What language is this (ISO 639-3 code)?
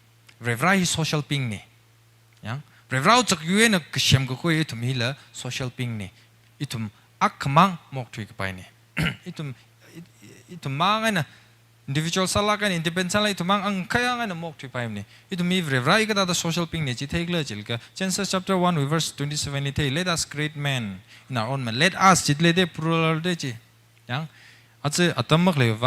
nmf